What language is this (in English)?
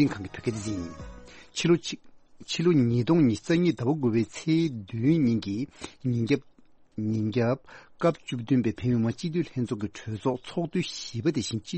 Tibetan